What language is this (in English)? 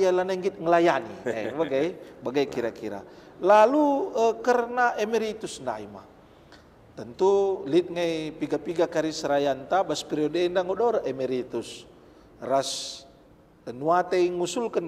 Batak Karo